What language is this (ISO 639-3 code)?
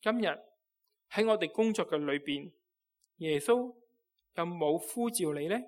yue